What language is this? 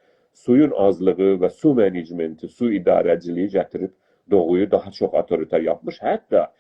South Azerbaijani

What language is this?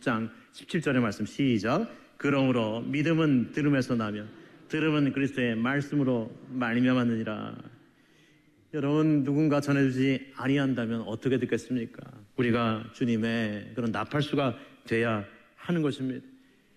Korean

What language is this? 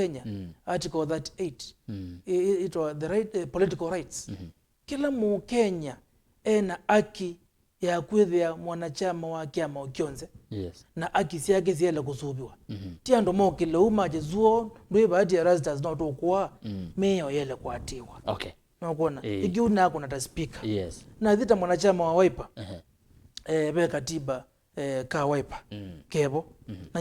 Kamba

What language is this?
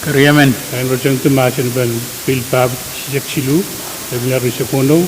Pohnpeian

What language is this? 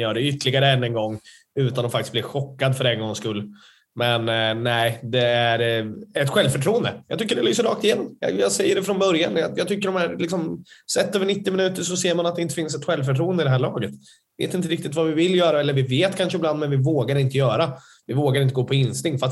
Swedish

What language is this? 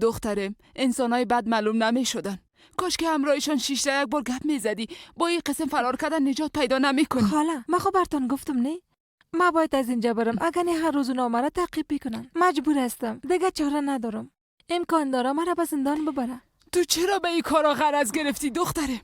Persian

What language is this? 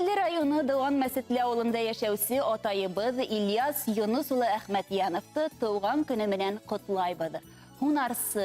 Bashkir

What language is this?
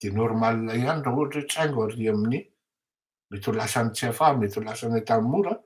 Malagasy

